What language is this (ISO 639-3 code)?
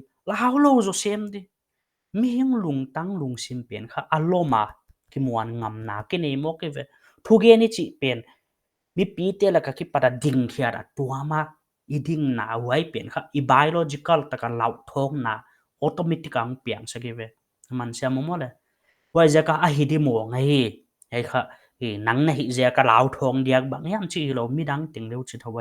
pck